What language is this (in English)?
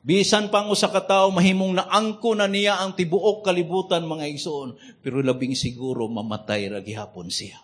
Cebuano